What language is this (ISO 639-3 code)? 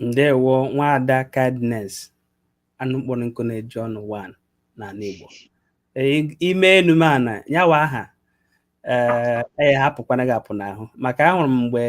ibo